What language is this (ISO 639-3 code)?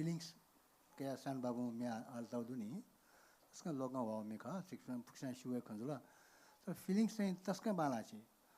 new